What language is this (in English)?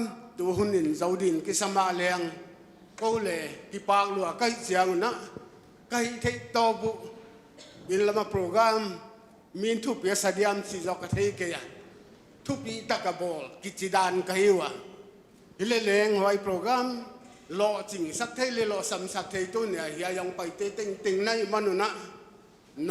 Paite Chin